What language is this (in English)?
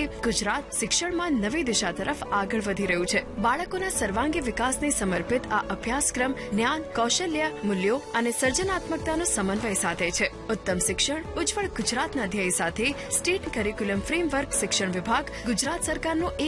Gujarati